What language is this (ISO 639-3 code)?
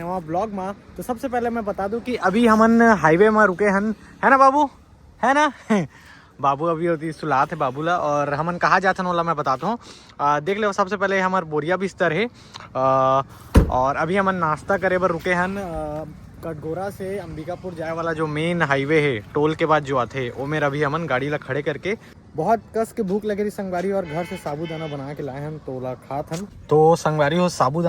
hne